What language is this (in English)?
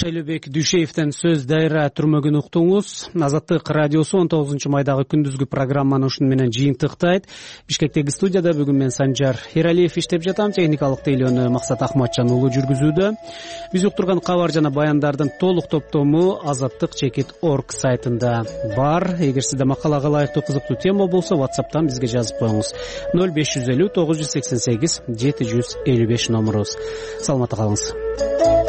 Kyrgyz